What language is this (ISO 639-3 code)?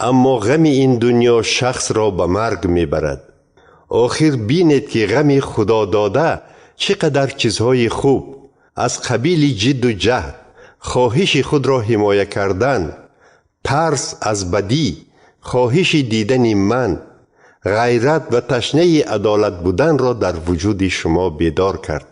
tgk